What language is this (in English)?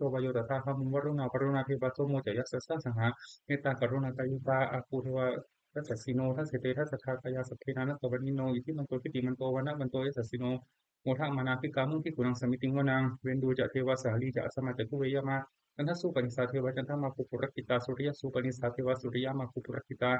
Pali